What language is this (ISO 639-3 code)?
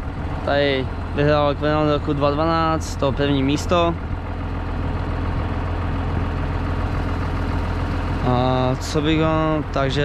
ces